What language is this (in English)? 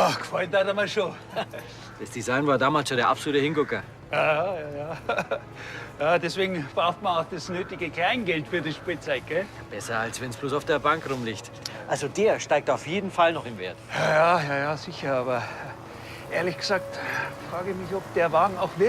Bavarian